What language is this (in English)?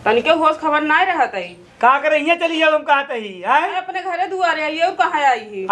Awadhi